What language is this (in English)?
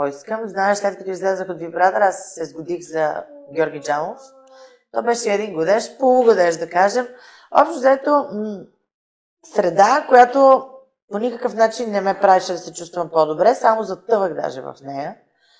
Bulgarian